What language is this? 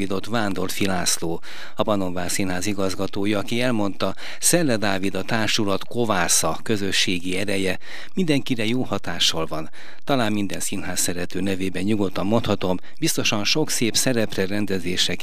Hungarian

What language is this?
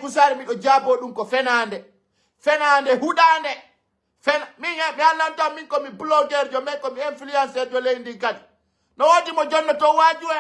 Fula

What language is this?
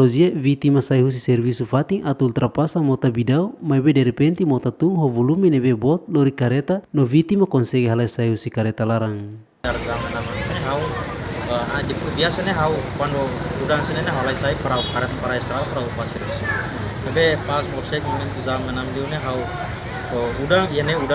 Tetum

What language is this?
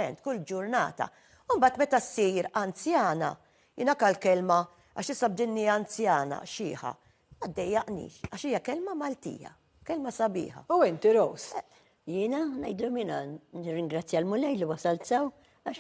Maltese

